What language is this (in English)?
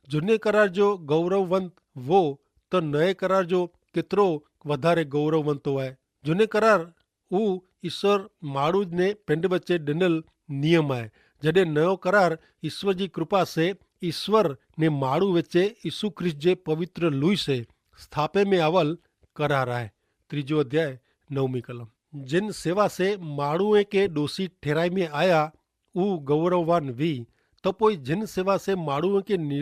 Kachhi